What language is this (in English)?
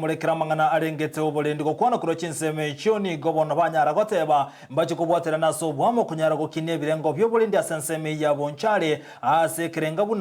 Gusii